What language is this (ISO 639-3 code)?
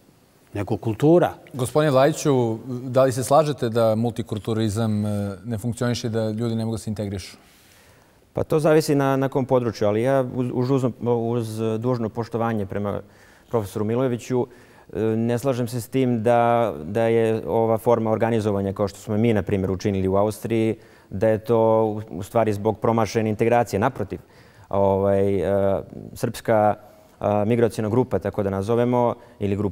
bos